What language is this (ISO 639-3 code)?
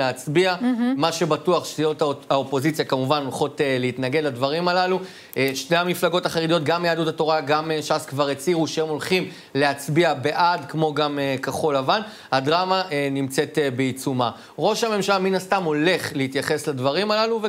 heb